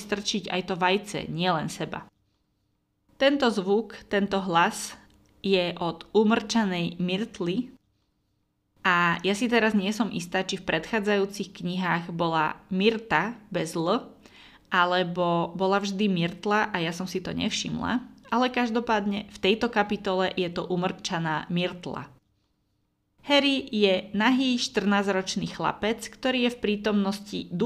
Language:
Slovak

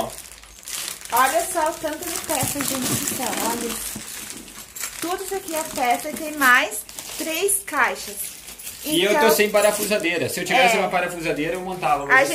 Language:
Portuguese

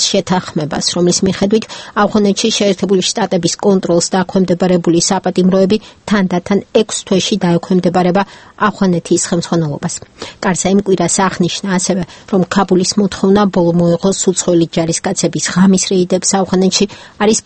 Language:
Georgian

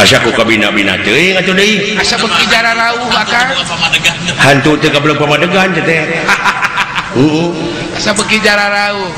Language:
Sundanese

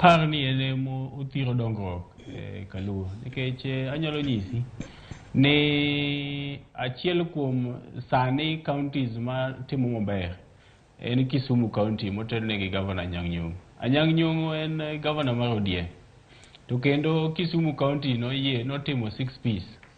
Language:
Luo (Kenya and Tanzania)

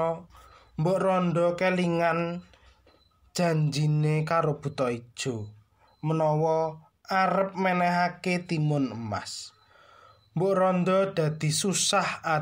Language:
Javanese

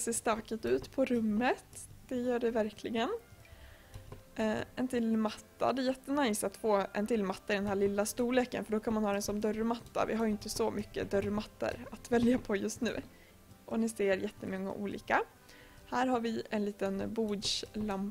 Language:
Swedish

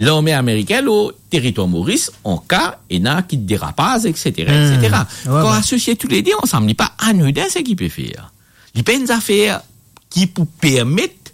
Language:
Morisyen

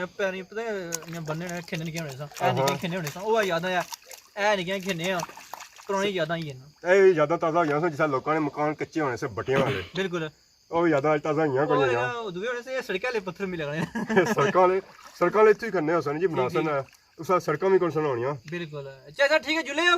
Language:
Pahari-Potwari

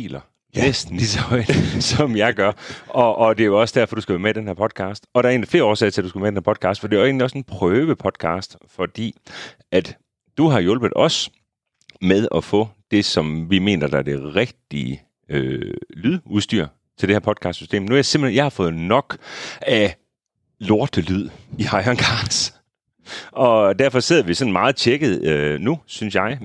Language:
Danish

